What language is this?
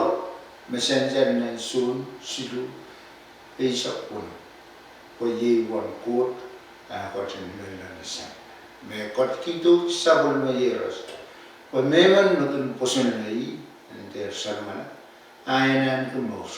Pohnpeian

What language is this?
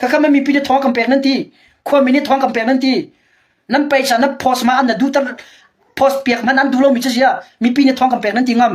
Hakha Chin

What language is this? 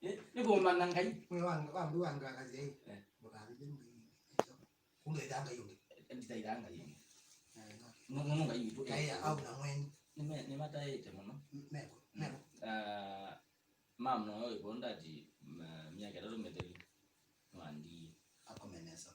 Kamba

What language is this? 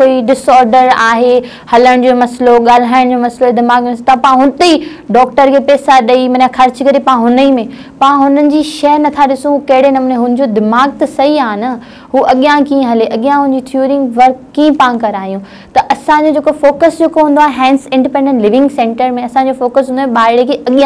Sindhi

